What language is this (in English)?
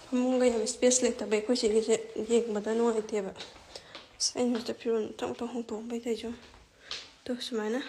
Manipuri